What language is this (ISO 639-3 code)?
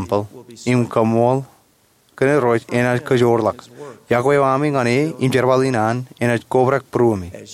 mah